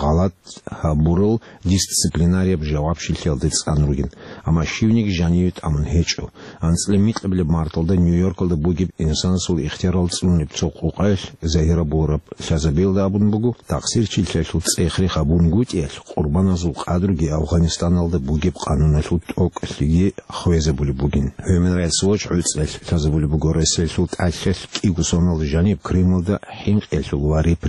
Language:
Avaric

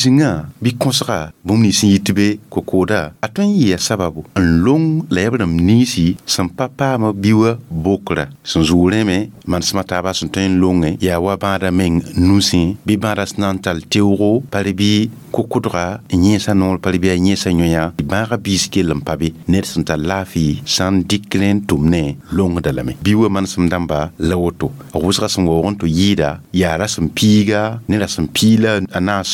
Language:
Mossi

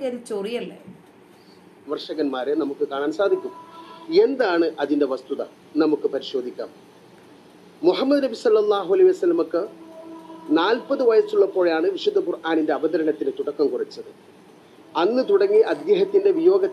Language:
Malayalam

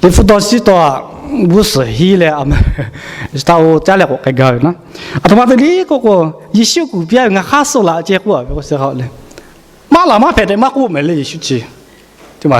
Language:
Lahu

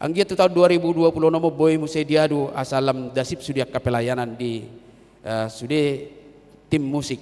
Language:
Batak Toba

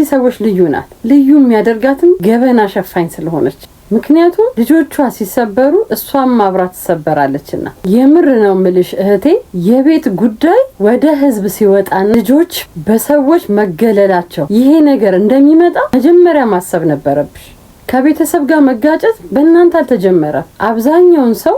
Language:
Amharic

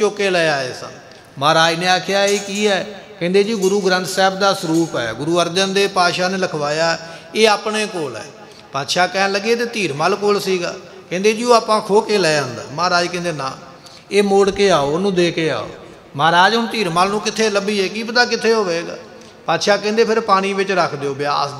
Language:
Punjabi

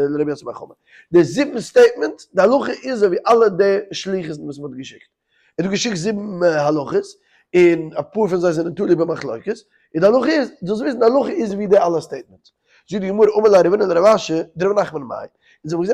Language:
Yiddish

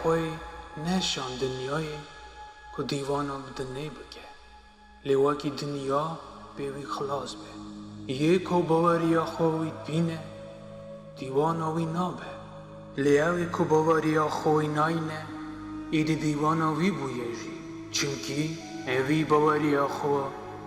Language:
Kurdish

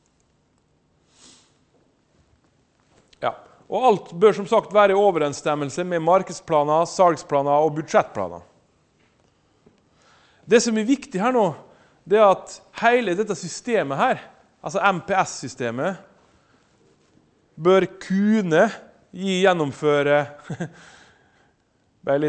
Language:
Norwegian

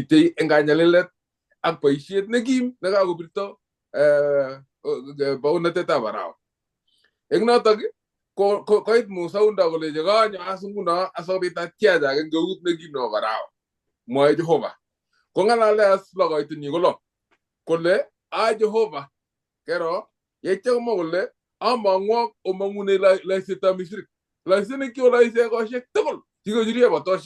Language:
Kalenjin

